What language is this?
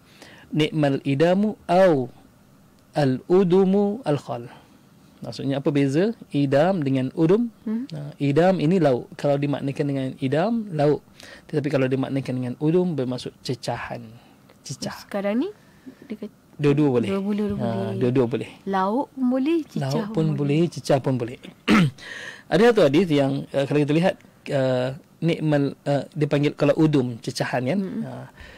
Malay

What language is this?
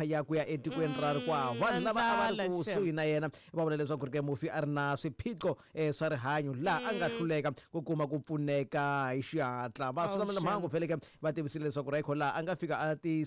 Tsonga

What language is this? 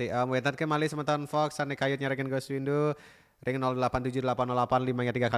Balinese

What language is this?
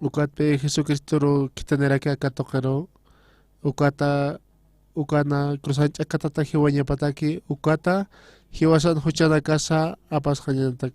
Aymara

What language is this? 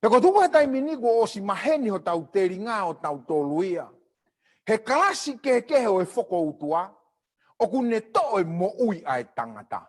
Tongan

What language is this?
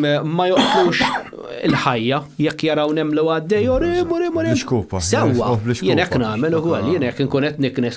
Maltese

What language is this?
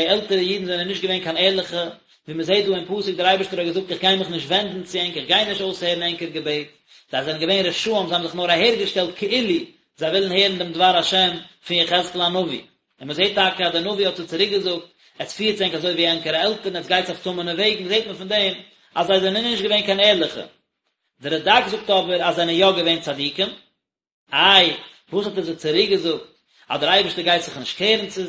Yiddish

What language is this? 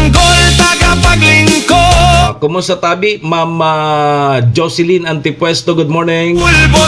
Bikol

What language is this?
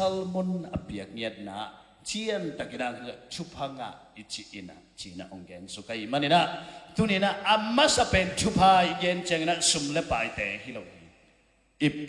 Tedim Chin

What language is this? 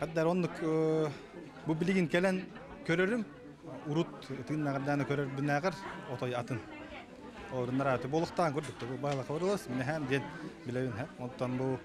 Yakut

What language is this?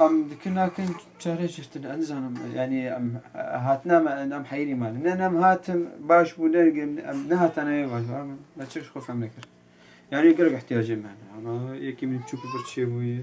Kurdish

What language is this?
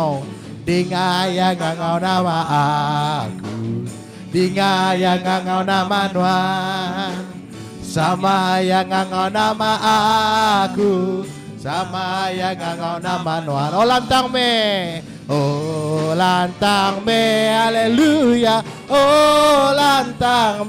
Iban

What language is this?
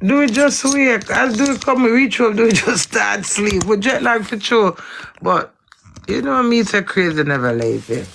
Jamaican Creole English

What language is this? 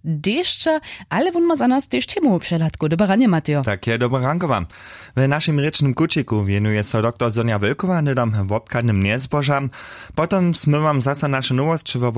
Upper Sorbian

